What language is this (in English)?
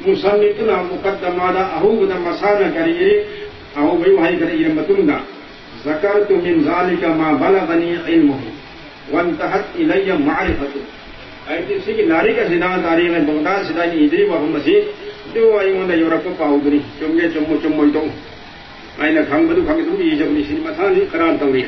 Manipuri